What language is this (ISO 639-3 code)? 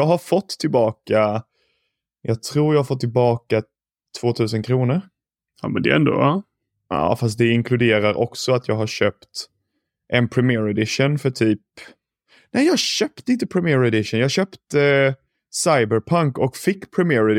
swe